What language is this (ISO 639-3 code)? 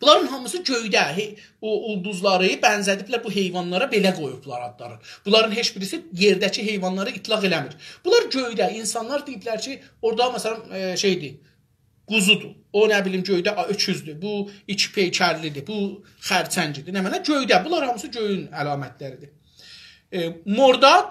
azb